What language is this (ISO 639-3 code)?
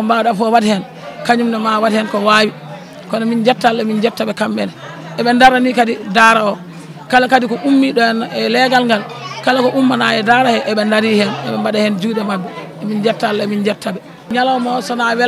ful